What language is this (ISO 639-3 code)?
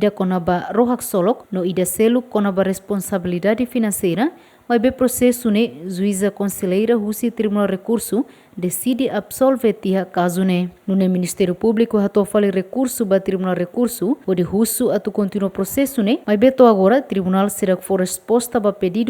tet